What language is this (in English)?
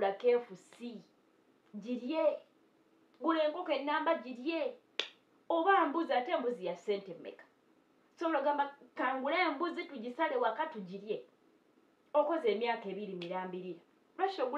Ganda